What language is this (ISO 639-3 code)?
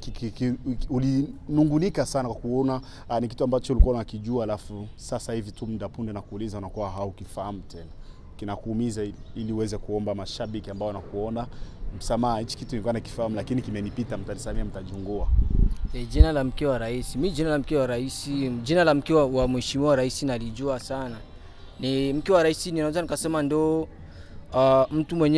swa